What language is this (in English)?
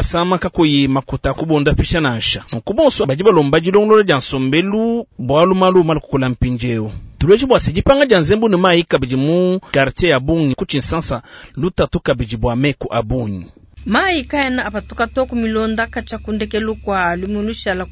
Luba-Lulua